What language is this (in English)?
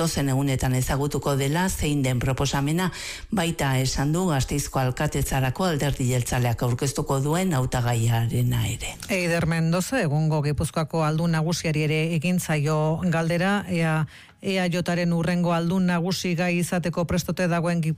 Basque